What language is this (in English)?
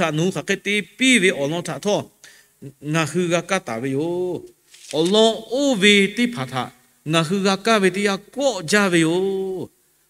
Lahu